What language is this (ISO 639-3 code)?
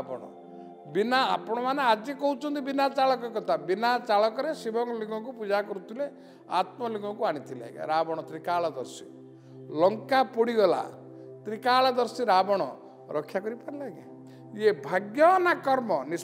ori